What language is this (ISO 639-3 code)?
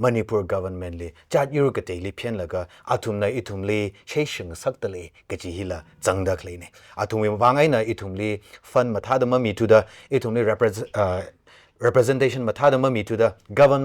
nmf